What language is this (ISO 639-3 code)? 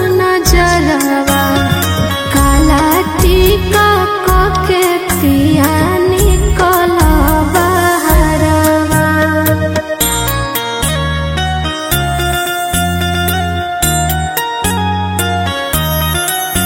bho